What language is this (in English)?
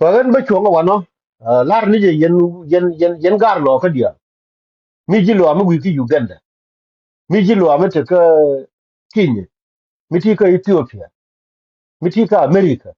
Nuer